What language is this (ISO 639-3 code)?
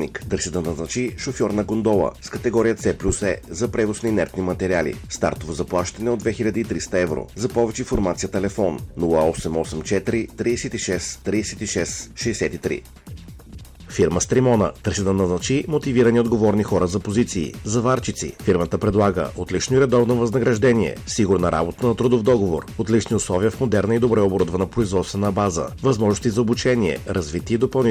bul